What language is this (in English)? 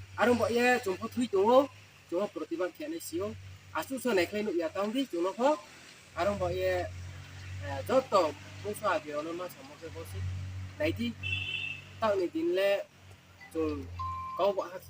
Riang (India)